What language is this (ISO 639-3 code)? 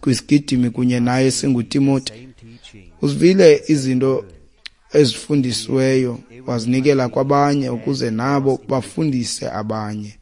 xho